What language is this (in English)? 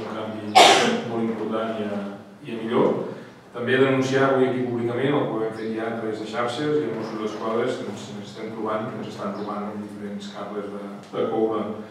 Catalan